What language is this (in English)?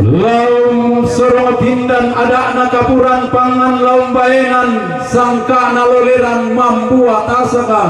Toraja-Sa'dan